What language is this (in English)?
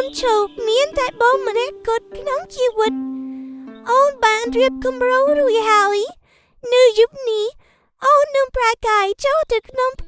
Khmer